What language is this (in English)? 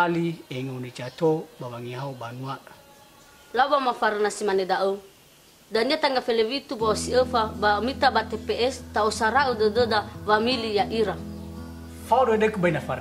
Nias